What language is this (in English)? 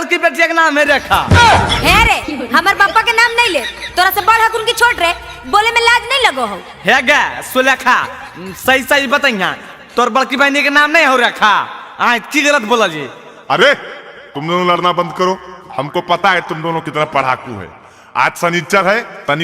Magahi